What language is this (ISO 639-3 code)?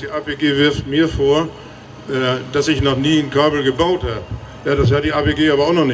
deu